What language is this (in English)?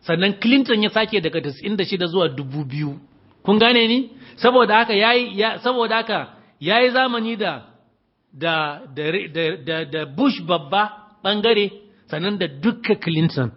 Hausa